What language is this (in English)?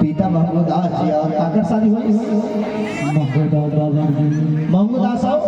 Chhattisgarhi